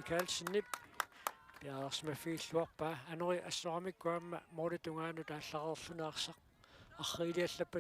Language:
Kalaallisut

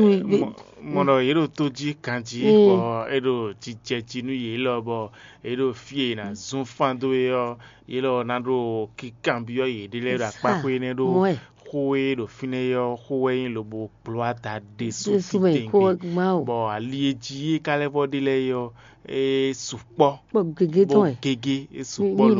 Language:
Fon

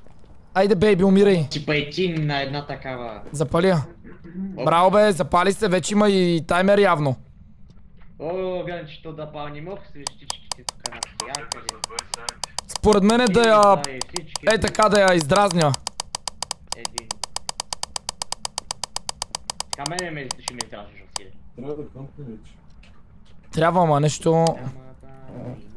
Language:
Bulgarian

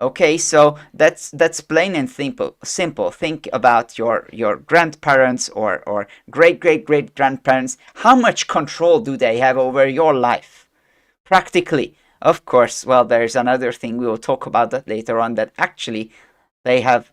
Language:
English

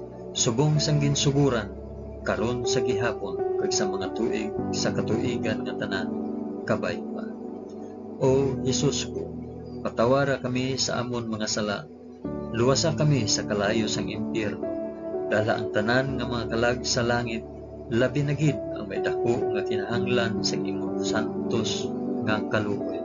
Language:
Hiligaynon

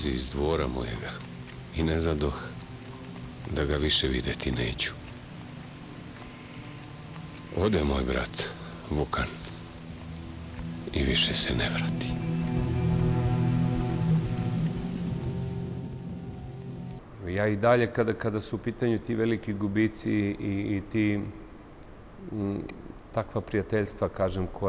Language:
Serbian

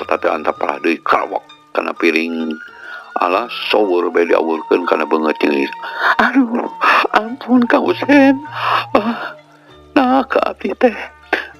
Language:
Sundanese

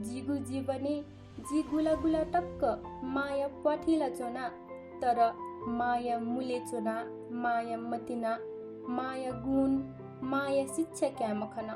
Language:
Newari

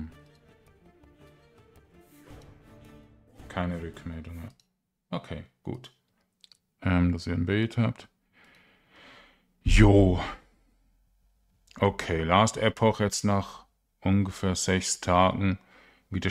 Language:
German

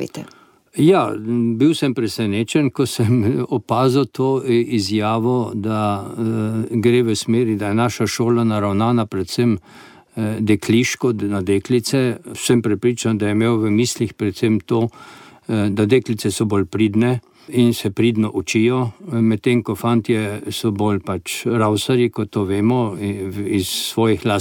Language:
Slovenian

